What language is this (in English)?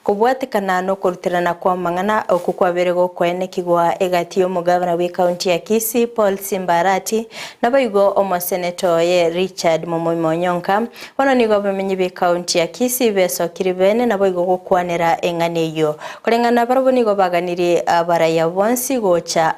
Gusii